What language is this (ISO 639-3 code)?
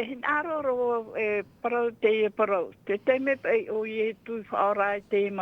tah